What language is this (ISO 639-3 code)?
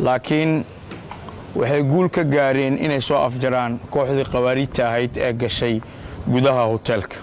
som